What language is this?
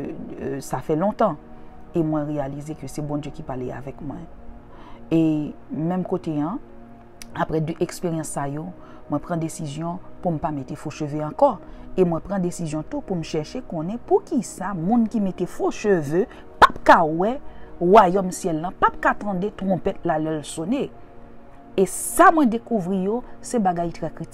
Haitian Creole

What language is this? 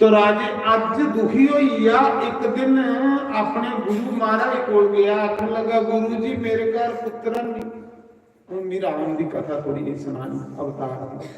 Dogri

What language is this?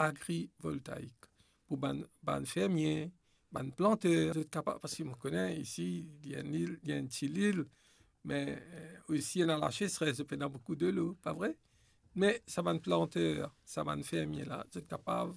Morisyen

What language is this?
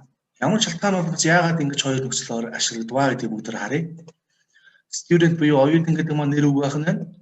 Mongolian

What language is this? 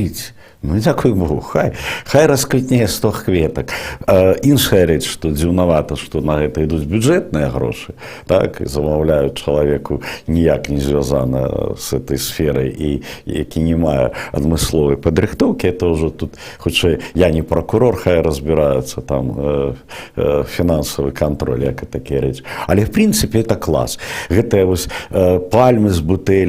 Belarusian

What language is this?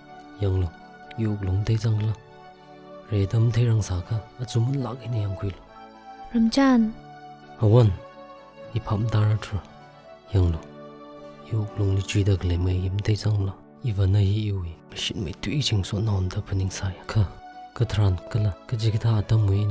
Tangkhul Naga (India)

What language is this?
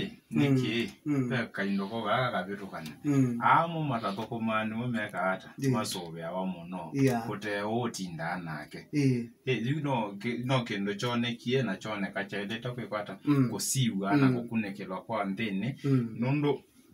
Kamba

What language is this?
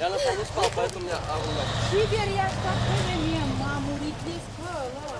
Chuvash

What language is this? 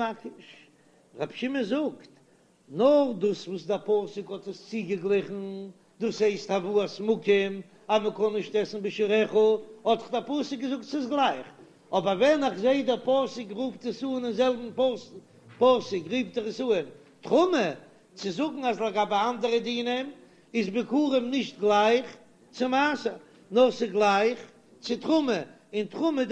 Yiddish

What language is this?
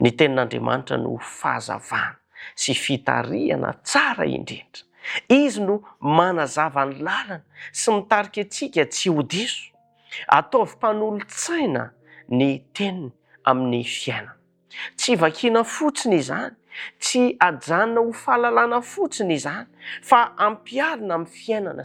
Malagasy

